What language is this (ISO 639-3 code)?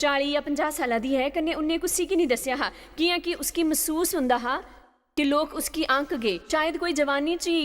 doi